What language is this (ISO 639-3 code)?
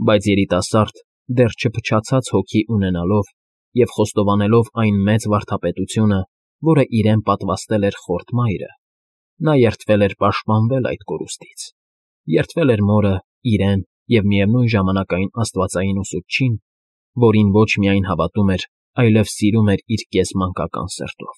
hye